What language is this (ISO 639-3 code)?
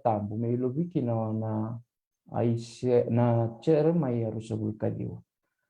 fij